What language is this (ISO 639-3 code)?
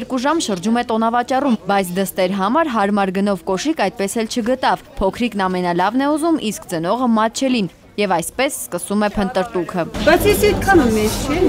hye